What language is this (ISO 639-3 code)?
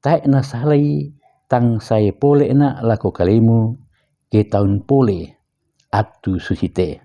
sda